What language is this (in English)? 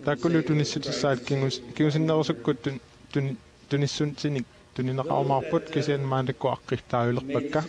Kalaallisut